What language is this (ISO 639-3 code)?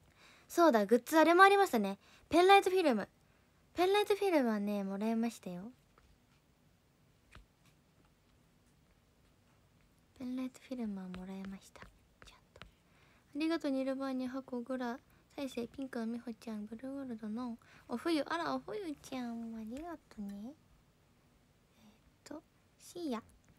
jpn